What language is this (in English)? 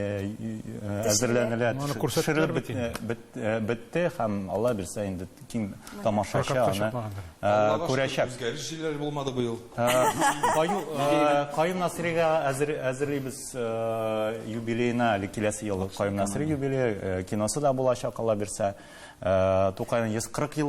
Tatar